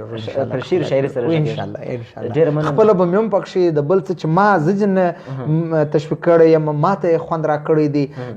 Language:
Pashto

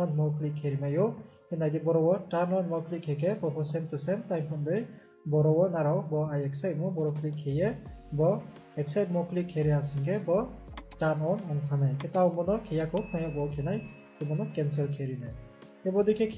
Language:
Riang (India)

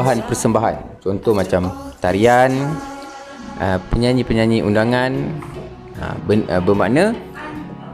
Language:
Malay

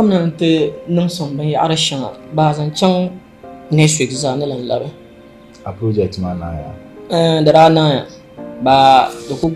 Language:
Dagbani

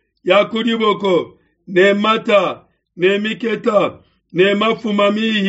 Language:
Luba-Lulua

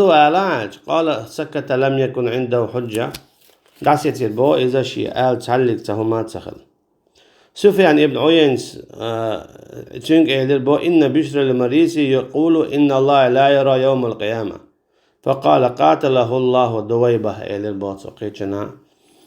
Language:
Chechen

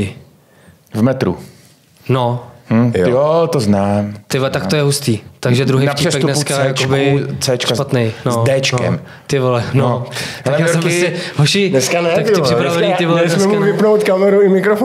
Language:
Czech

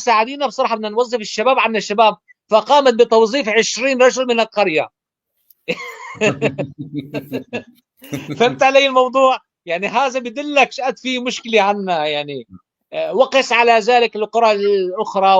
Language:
North Levantine Arabic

